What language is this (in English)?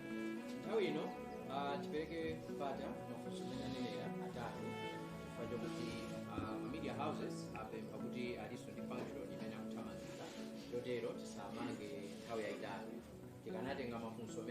Nyanja